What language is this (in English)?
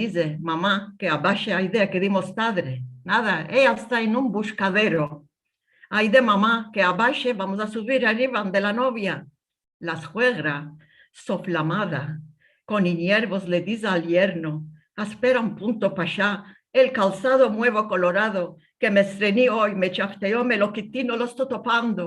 Ladino